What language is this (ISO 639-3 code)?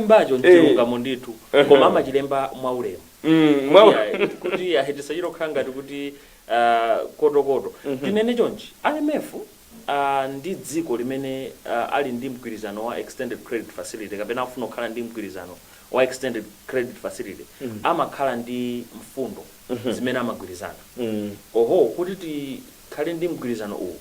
nya